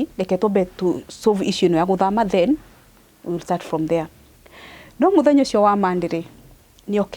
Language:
Kikuyu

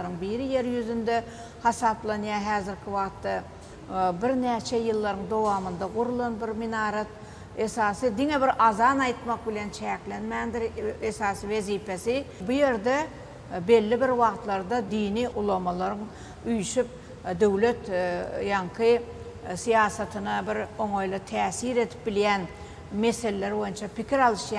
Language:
Turkmen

